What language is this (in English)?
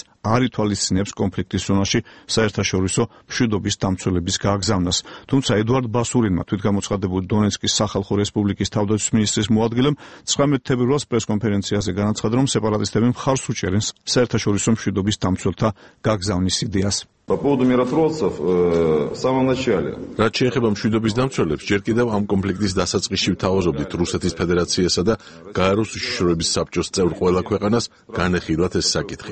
Georgian